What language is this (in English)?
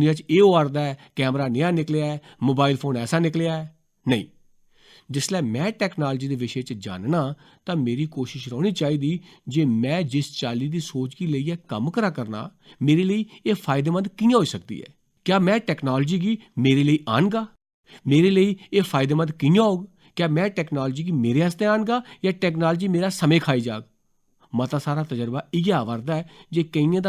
Dogri